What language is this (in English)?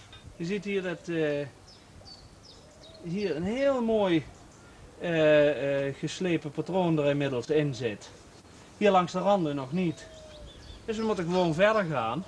Dutch